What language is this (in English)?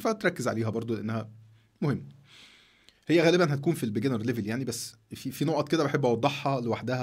Egyptian Arabic